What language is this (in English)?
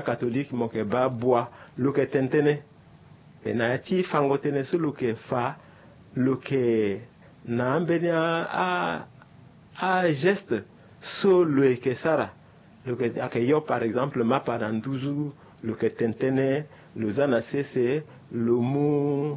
Sango